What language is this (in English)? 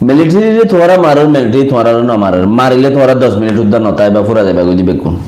Rohingya